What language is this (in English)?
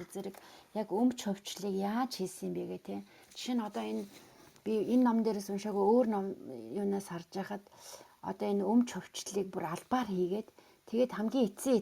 Mongolian